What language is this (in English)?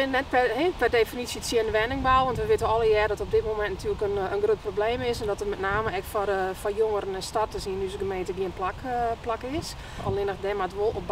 Western Frisian